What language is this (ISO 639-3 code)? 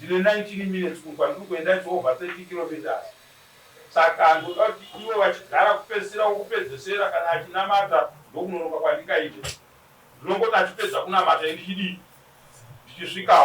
sna